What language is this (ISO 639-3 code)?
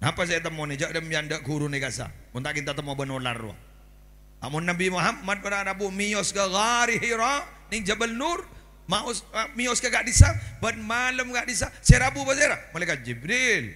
mad